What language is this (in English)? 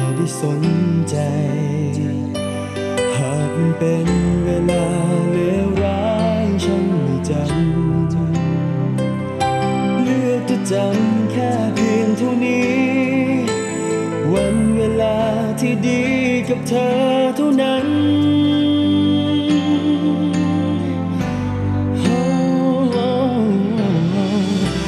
Thai